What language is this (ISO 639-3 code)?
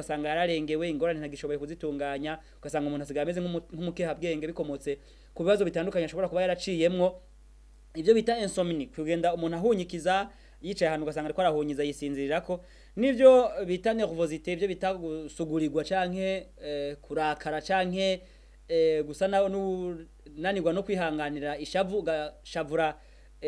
run